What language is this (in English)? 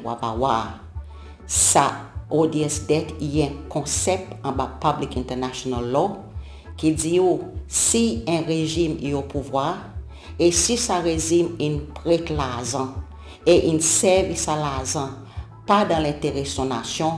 Seselwa Creole French